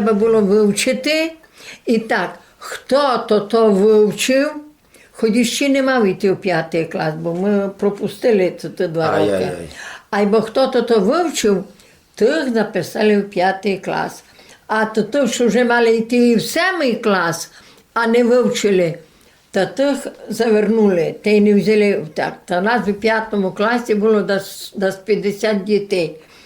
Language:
Rusyn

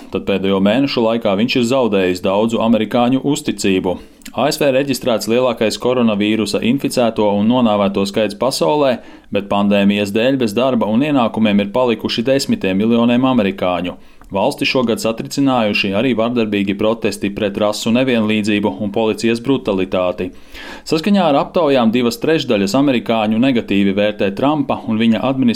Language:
Latvian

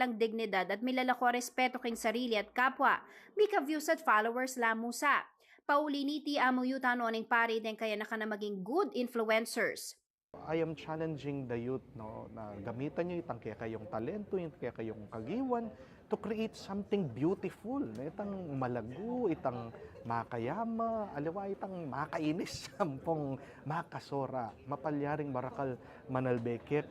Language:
Pampanga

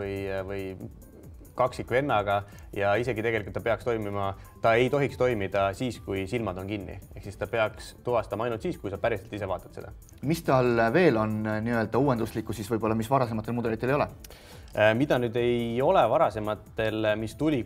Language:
Estonian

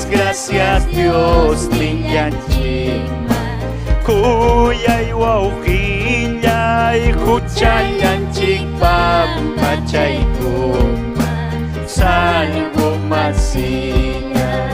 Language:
Ayacucho Quechua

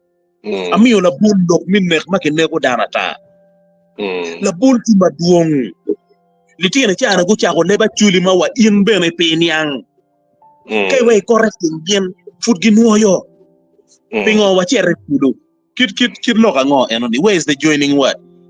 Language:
Acoli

